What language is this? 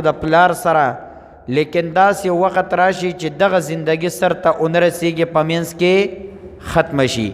Pashto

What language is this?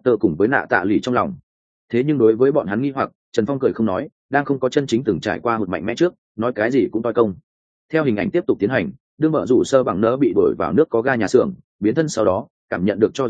Vietnamese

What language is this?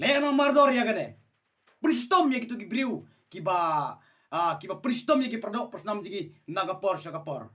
Khasi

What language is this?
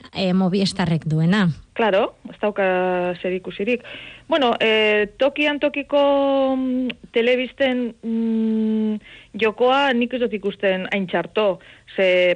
Basque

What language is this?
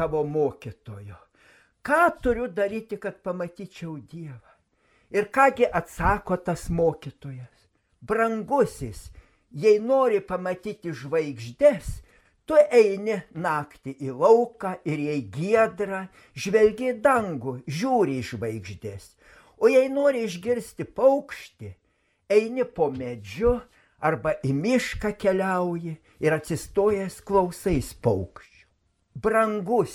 Lithuanian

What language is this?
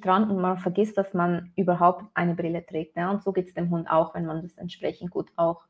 German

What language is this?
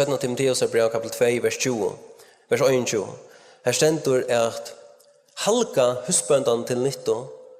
Faroese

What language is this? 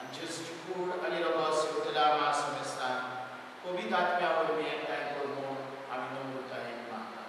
Konkani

